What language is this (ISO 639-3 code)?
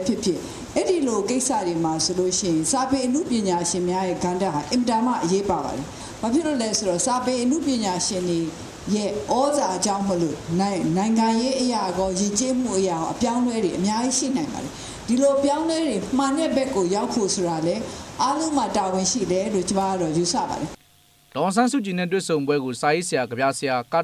mya